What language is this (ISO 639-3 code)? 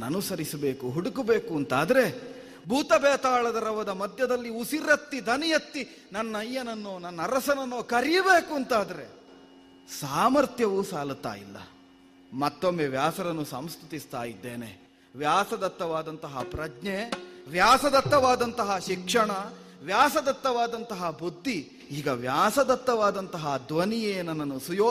kan